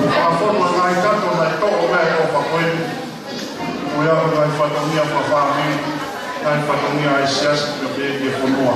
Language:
Tongan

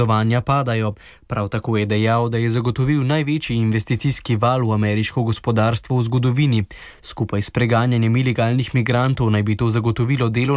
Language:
Slovenian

